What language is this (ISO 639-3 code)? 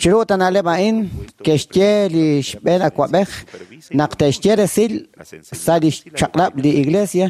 kek